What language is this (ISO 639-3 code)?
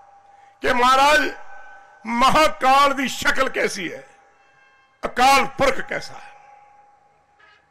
pan